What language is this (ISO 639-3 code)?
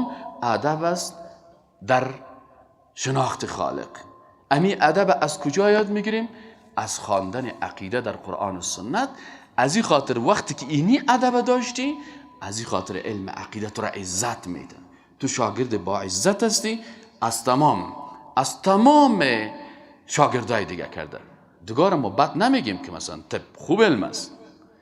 fas